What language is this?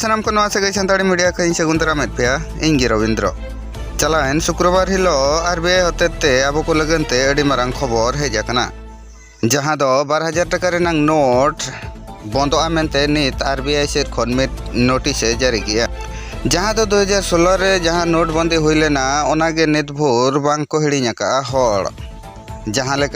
Santali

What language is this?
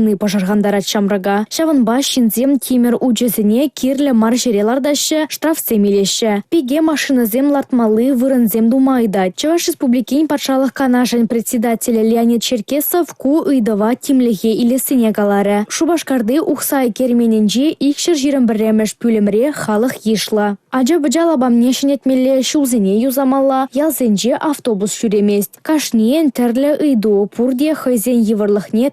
Chuvash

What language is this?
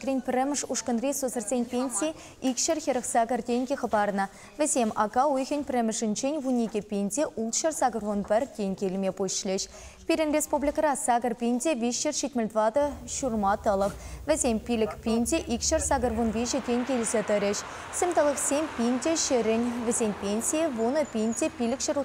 Chuvash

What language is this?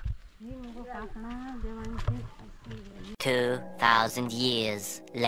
Konkani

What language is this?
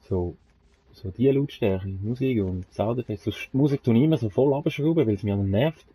Swiss German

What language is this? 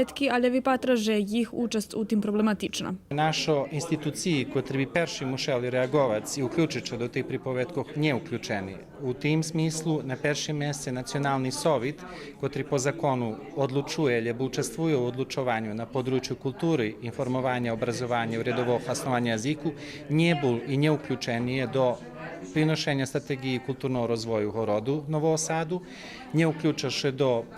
Rusyn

